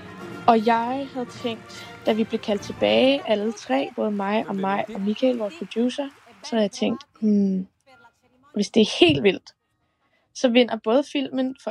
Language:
Danish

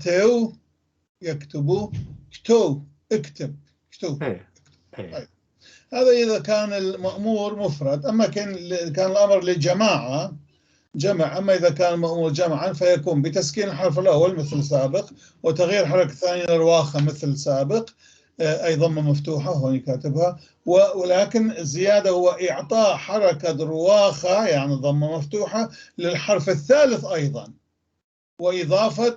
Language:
North Levantine Arabic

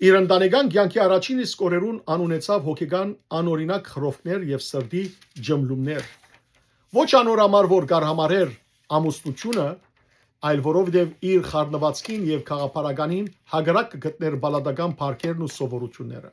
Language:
Western Armenian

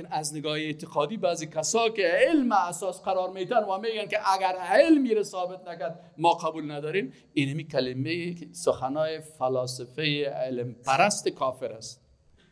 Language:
Persian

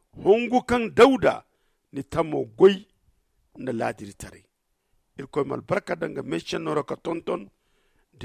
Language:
Zarma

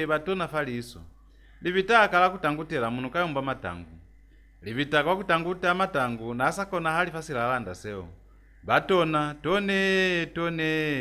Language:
Lozi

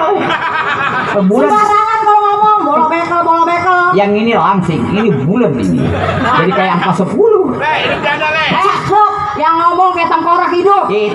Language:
Betawi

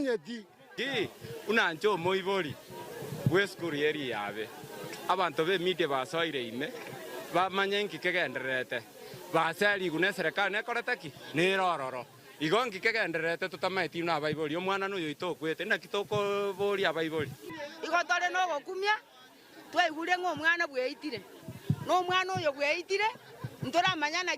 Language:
Gusii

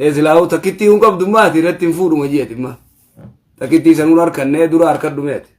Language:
Oromo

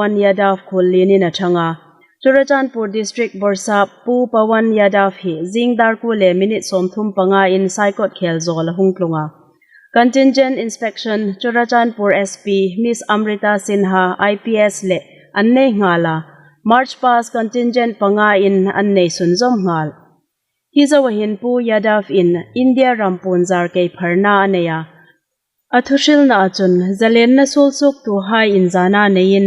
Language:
Hmar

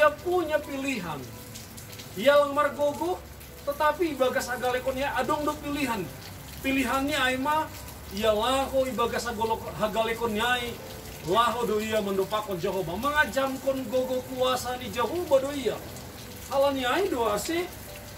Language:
Batak Simalungun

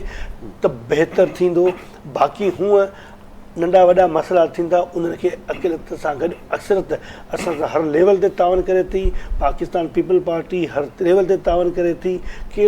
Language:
Sindhi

